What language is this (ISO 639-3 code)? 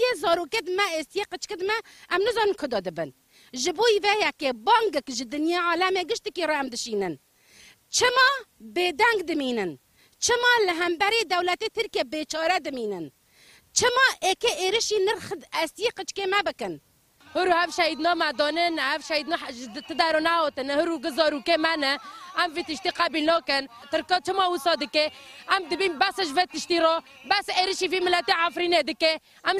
kur